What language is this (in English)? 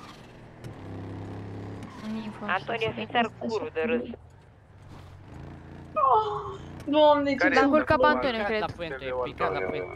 Romanian